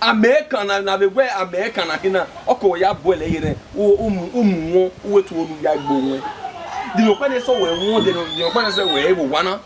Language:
Bini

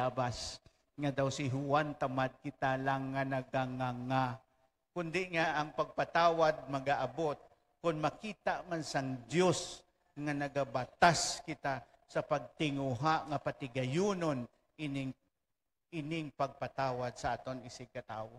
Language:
Hiligaynon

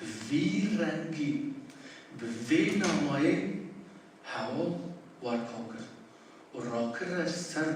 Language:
Kurdish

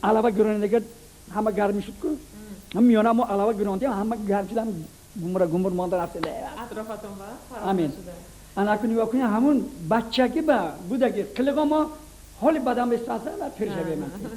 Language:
Tajik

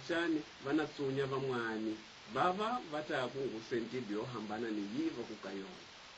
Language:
Tsonga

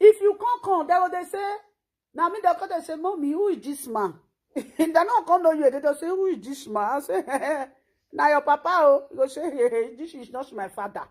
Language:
Nigerian Pidgin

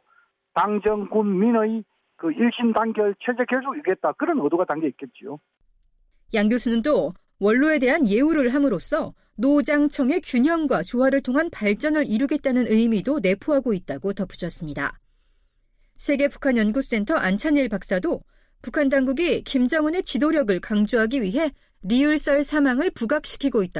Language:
Korean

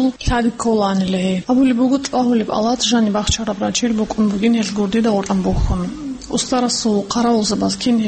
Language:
Avaric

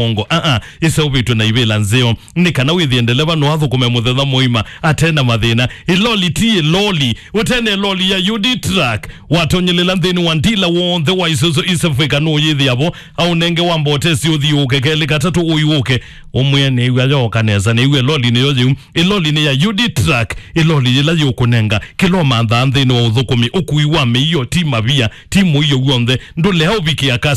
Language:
Kamba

